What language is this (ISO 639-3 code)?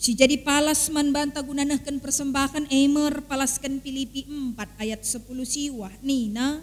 btx